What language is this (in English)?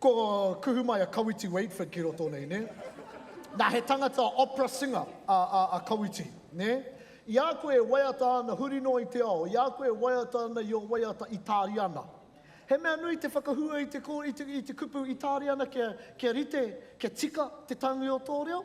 Māori